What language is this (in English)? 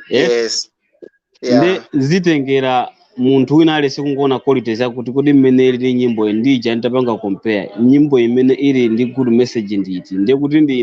Nyanja